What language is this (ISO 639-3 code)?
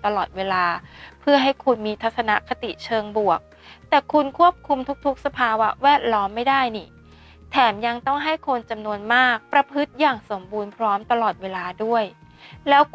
tha